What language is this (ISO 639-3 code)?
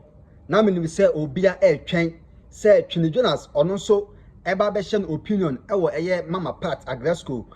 aka